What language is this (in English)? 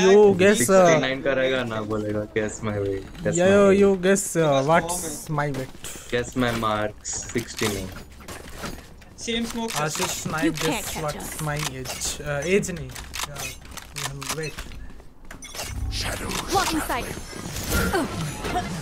Hindi